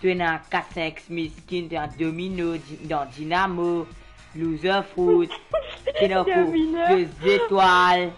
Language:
Morisyen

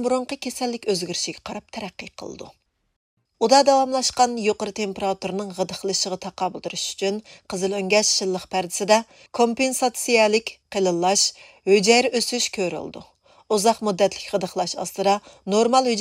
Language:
Uyghur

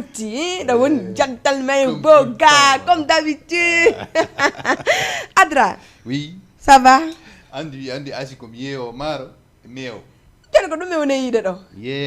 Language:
Fula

